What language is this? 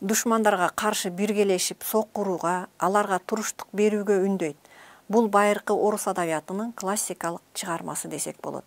Kyrgyz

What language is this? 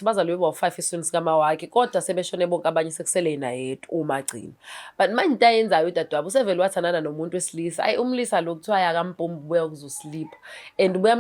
Zulu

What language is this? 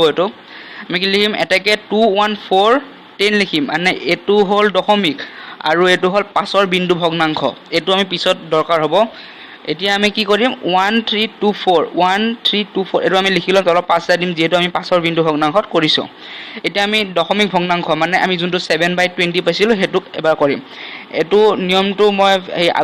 Assamese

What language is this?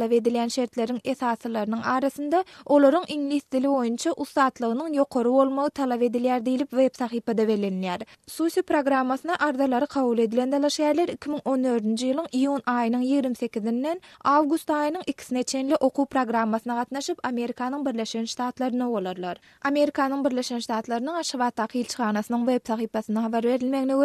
Turkmen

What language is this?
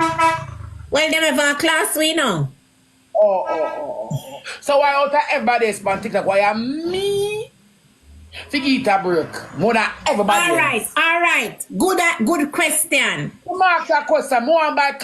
Jamaican Creole English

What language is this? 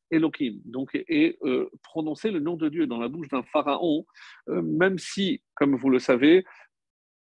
French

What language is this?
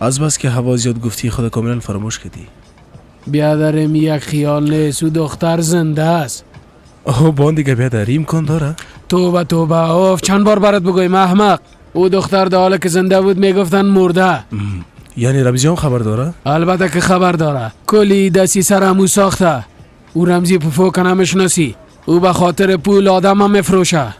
Persian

